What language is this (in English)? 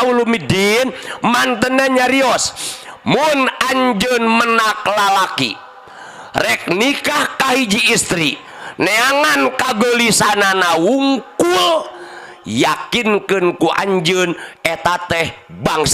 Sundanese